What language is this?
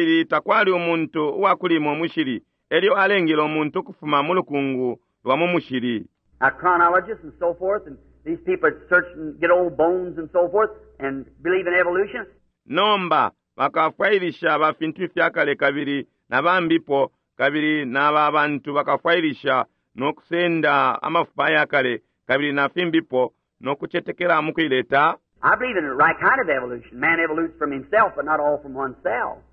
Bemba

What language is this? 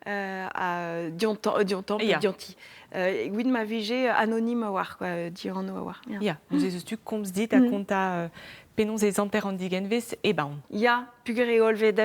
Breton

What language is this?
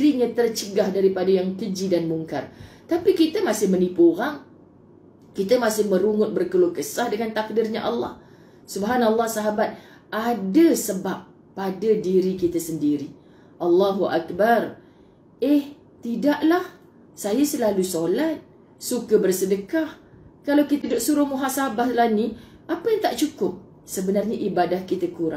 Malay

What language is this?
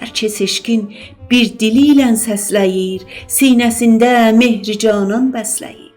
South Azerbaijani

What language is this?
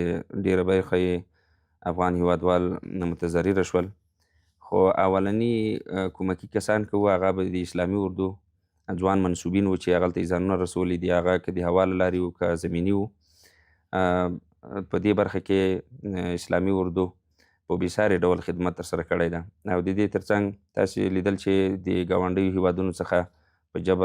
Pashto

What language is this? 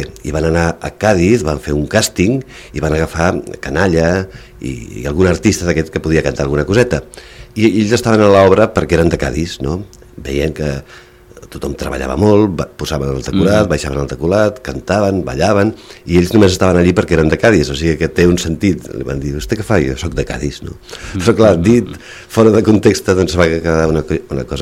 Catalan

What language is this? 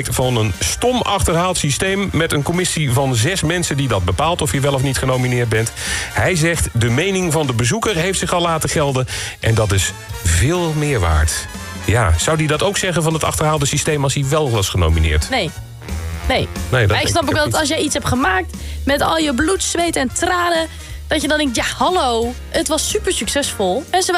Dutch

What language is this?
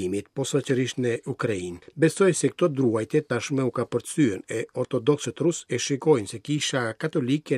Albanian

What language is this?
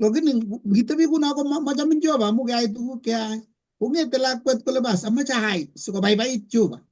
Kalenjin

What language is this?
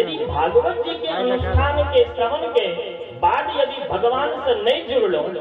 Maithili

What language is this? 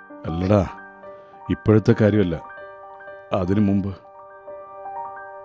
Malayalam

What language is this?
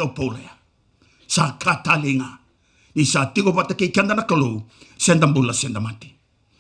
Fijian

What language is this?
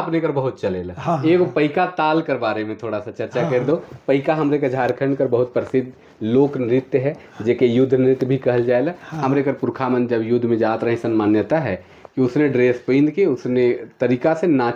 Sadri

